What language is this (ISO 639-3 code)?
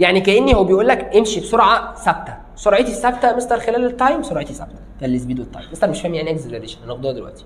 arz